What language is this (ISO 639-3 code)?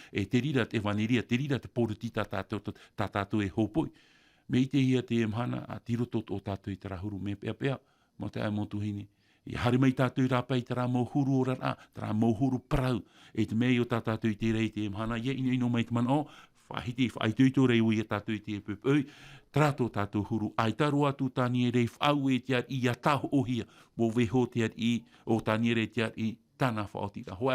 tah